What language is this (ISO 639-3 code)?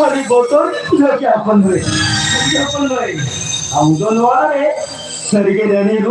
sat